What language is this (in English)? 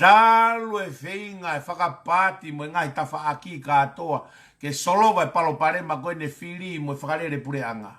Tongan